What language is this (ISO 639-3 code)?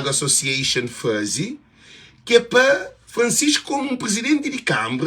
kea